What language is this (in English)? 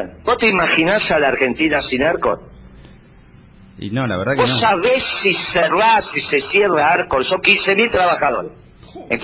Spanish